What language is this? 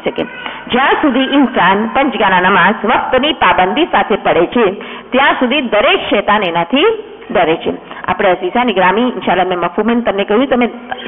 Gujarati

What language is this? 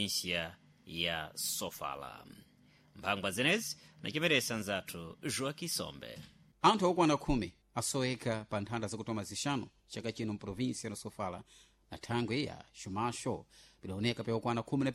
Sena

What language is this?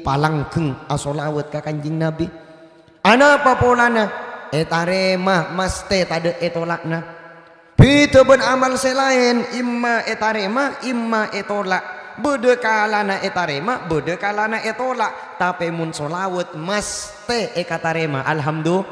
Madurese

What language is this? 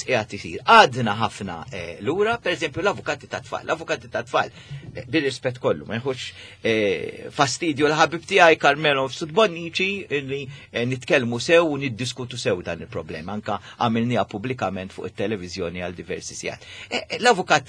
Maltese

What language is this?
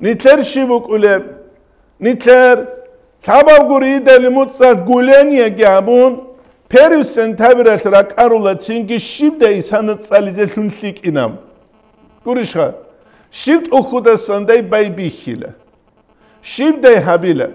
Avaric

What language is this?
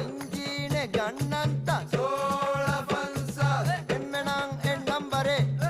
Divehi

